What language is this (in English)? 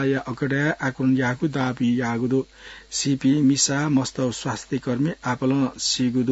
Newari